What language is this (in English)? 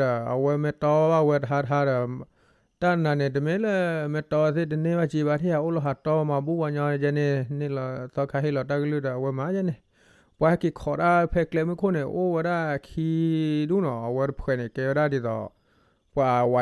S'gaw Karen